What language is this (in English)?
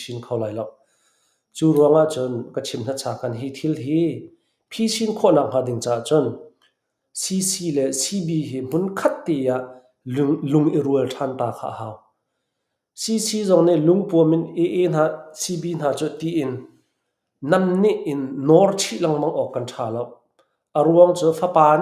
Hakha Chin